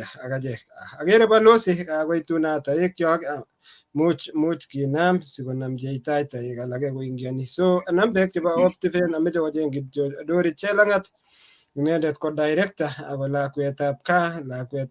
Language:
Kalenjin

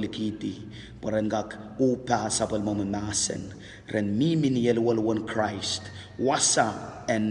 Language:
Pohnpeian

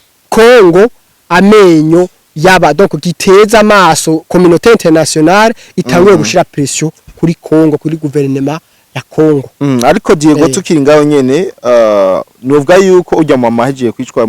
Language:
Rundi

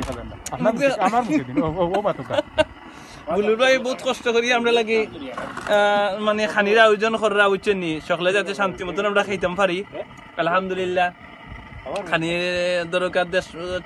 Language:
Sylheti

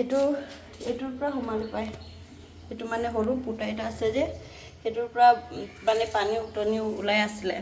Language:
Assamese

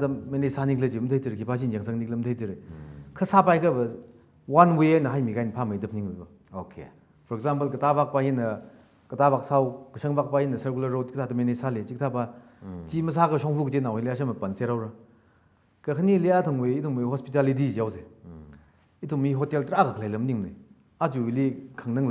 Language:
Tangkhul Naga (India)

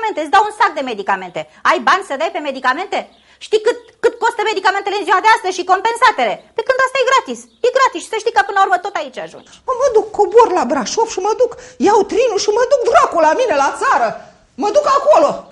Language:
Romanian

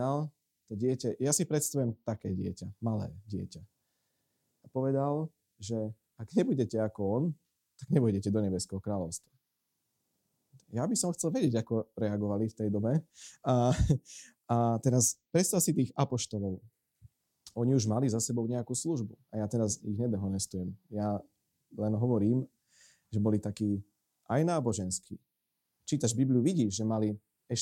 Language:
Slovak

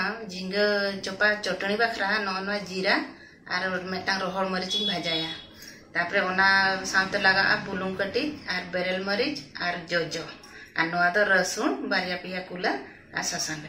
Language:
Santali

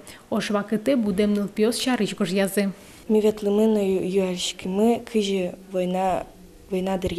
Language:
Udmurt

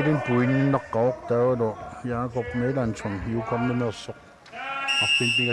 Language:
Kalaallisut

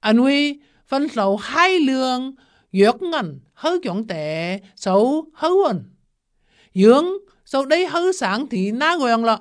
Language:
Vietnamese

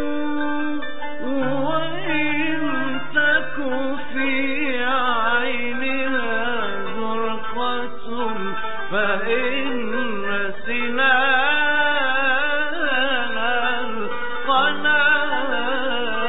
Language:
Arabic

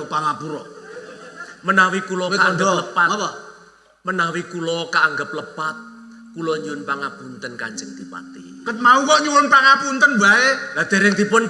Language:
Javanese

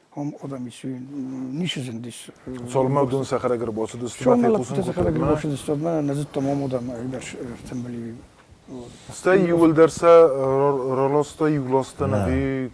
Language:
Ossetic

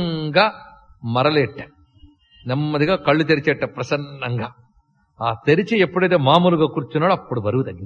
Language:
Telugu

